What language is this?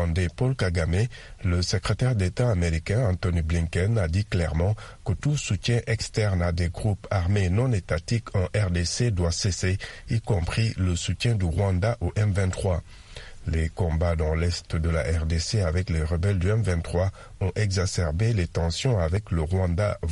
French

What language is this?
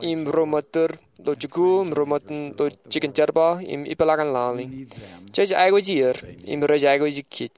Marshallese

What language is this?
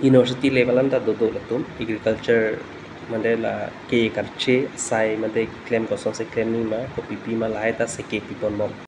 Karbi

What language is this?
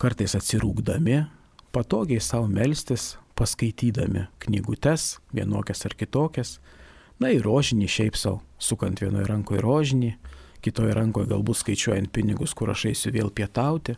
Lithuanian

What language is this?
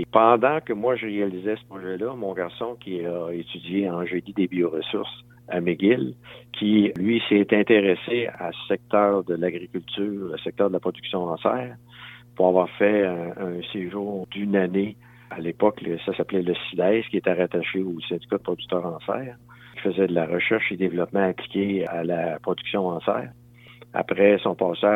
French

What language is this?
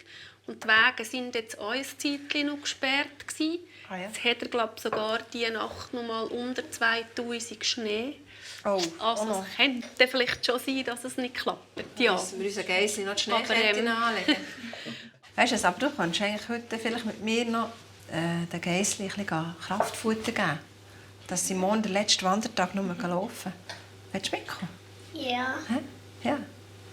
Swiss German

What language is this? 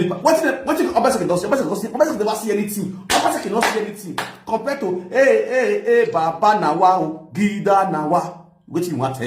Nigerian Pidgin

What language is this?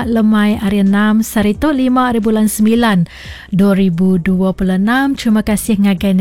Iban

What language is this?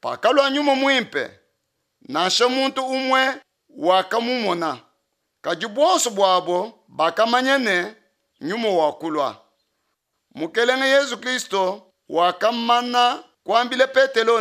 Luba-Lulua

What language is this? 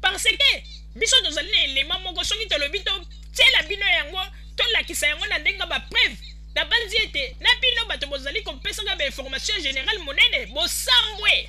Lingala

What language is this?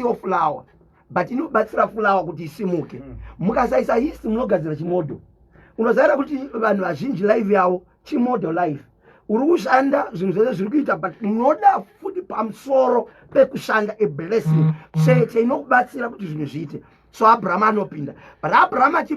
Shona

